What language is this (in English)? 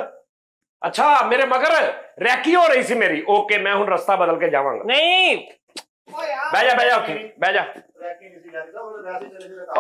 Punjabi